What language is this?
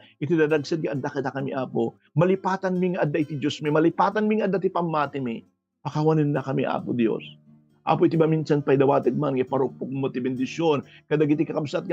Iloko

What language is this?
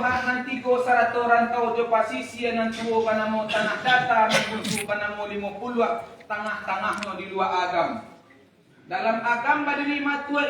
Minangkabau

